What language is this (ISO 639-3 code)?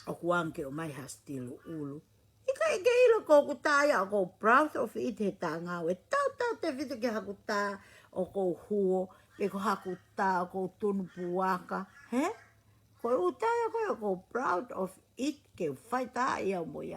ton